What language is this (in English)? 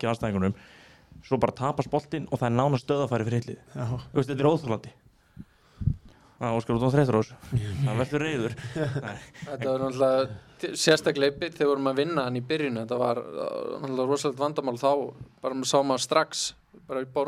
Icelandic